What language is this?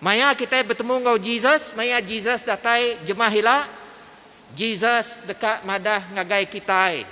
Iban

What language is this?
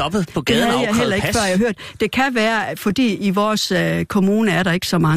Danish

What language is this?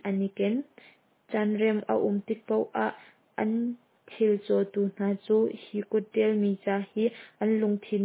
Hakha Chin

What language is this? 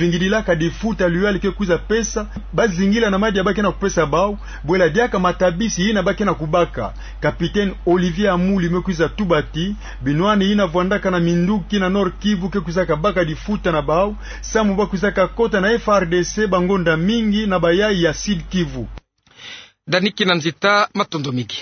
Kituba (Democratic Republic of Congo)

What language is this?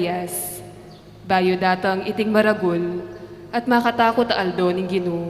Pampanga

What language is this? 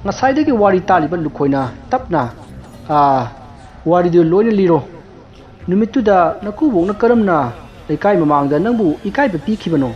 Manipuri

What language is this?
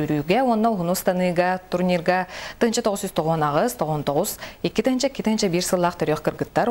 Yakut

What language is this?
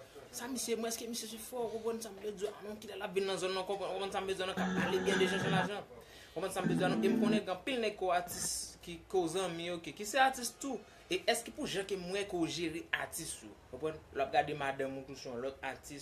Haitian Creole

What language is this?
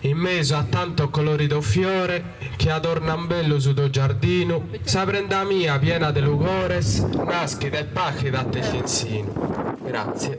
Sardinian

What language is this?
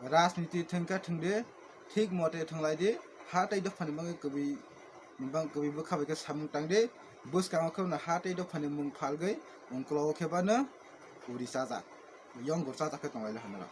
Kok Borok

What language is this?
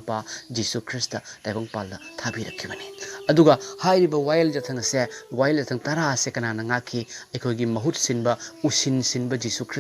Manipuri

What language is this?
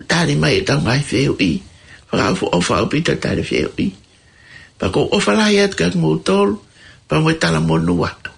Tongan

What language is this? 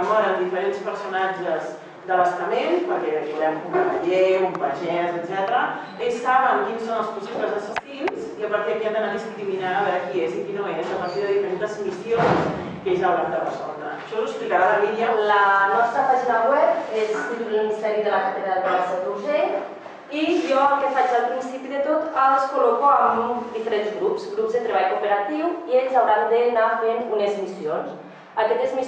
Catalan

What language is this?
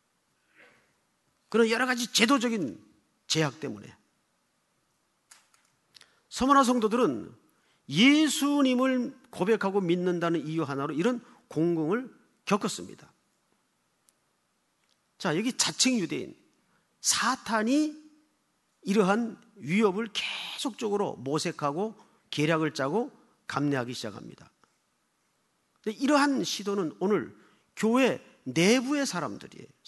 Korean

